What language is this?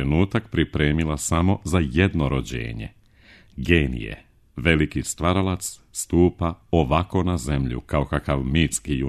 Serbian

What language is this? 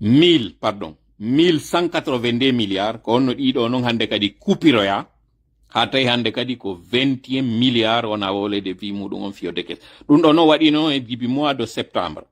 Pular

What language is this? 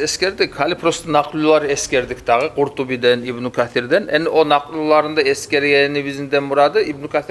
Kumyk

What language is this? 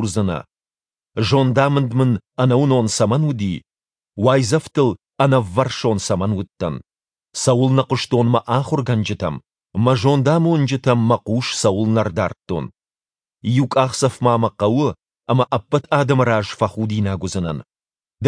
Ossetic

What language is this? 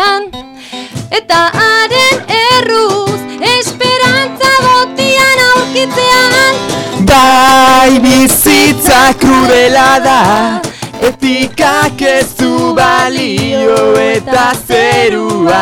Basque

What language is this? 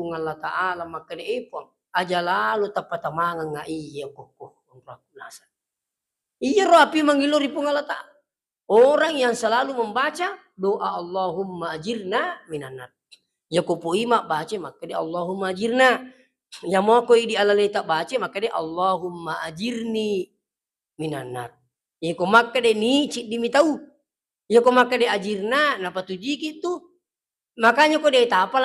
Buginese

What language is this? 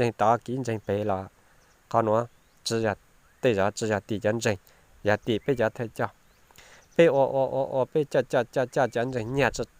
Hmong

